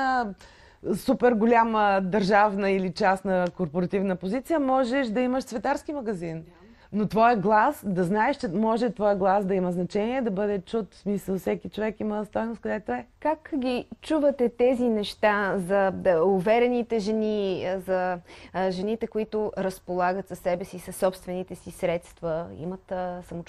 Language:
Bulgarian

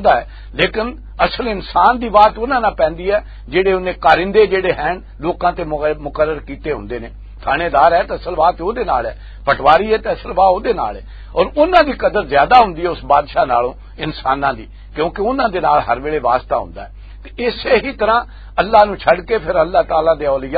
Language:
Western Panjabi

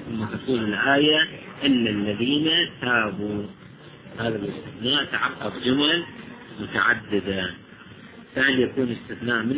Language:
Arabic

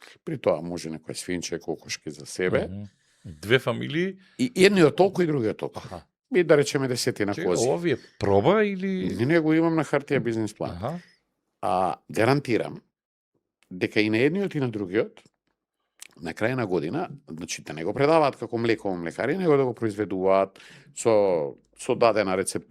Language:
Macedonian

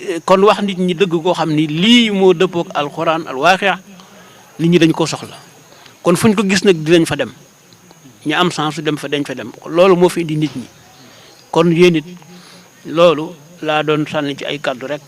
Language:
Wolof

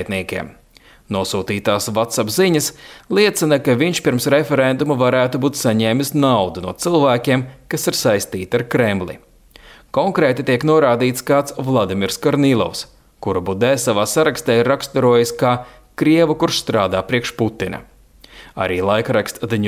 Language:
Latvian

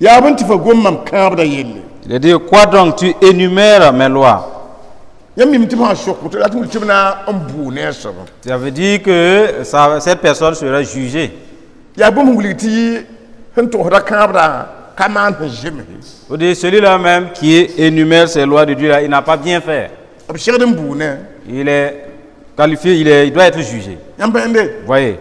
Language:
Mossi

